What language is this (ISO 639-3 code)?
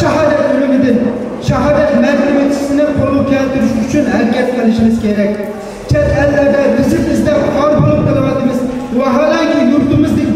uig